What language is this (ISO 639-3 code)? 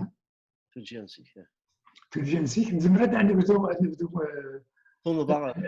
kab